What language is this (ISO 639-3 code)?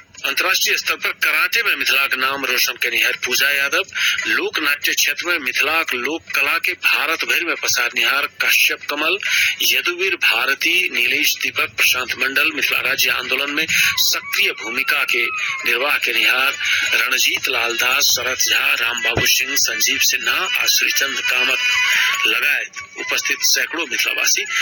mai